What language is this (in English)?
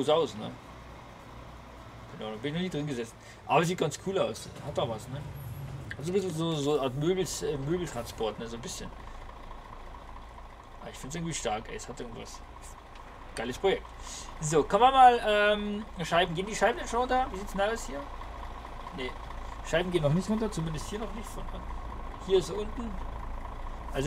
German